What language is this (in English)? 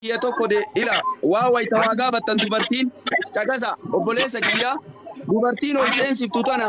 Oromo